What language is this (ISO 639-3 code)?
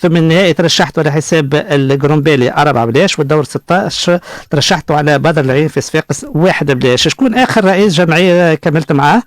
aeb